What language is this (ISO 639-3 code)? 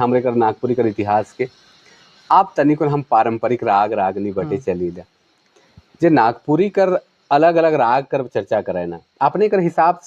sck